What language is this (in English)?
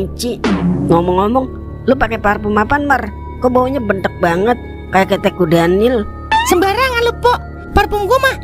Betawi